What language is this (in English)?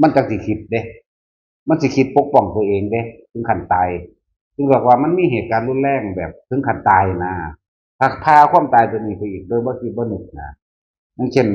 Northeastern Thai